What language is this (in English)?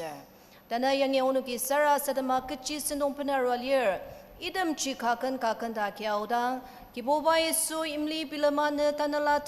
Ao Naga